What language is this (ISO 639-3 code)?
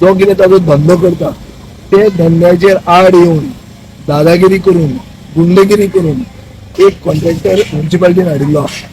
kok